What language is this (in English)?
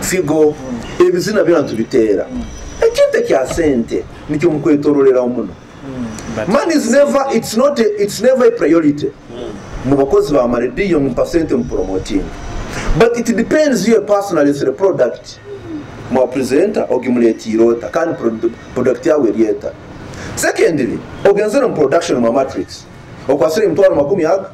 Nyoro